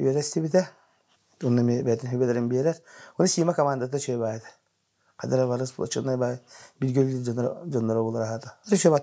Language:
Yakut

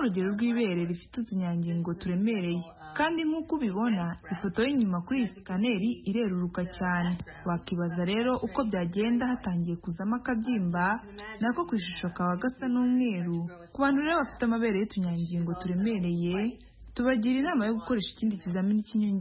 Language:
Kinyarwanda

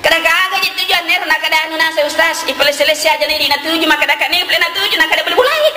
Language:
Buginese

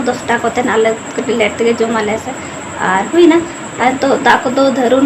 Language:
Santali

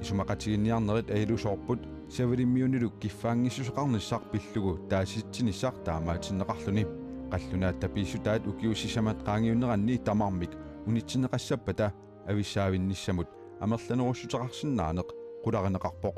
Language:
Kalaallisut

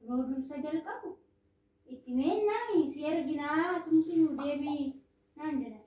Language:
Oromo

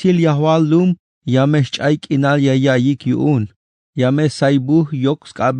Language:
Tzeltal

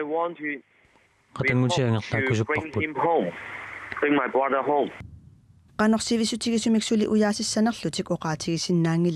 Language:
Kalaallisut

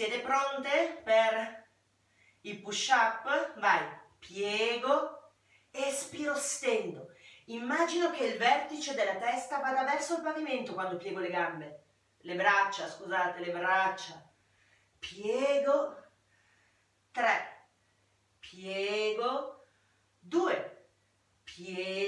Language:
Italian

